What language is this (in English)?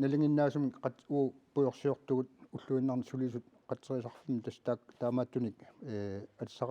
Kalaallisut